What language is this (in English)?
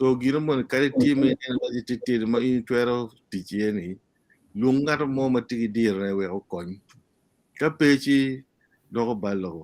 Acoli